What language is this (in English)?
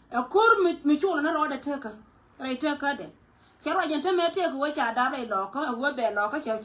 Nuer